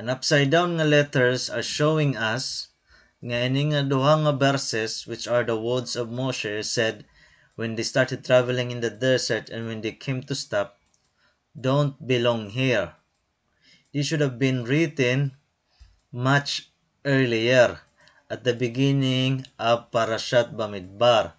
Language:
Waray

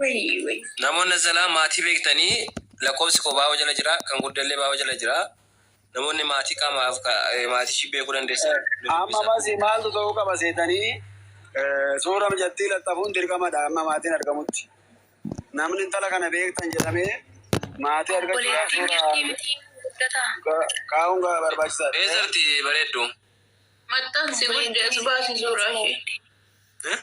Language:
Oromo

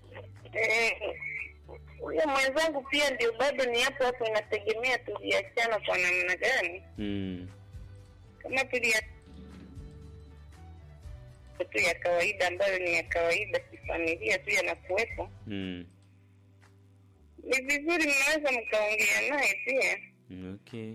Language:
Swahili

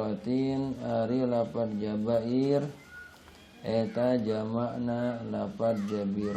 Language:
Sundanese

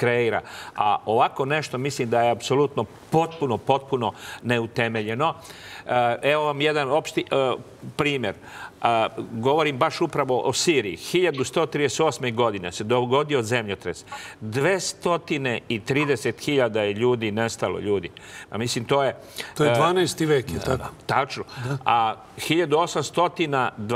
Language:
Serbian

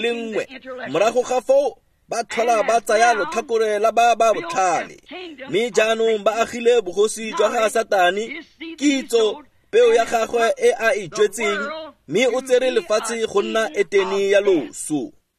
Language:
Tswana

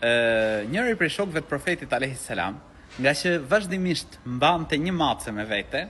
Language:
Albanian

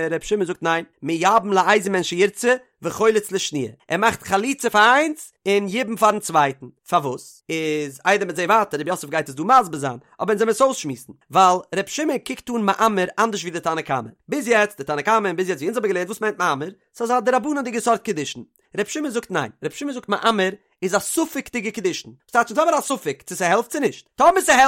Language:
Yiddish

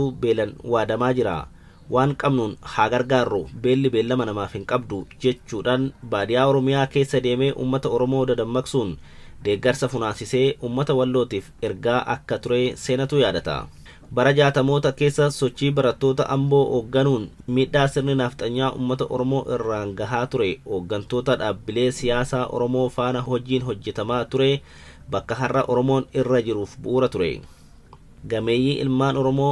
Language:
Oromo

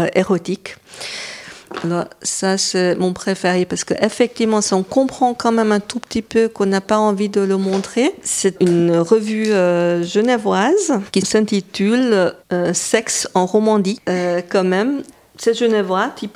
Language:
French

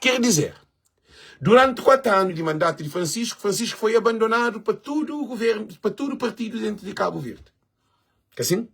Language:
Kabuverdianu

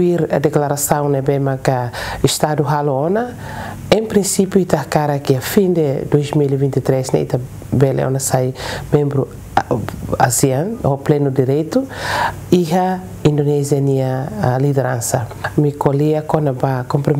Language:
Tetum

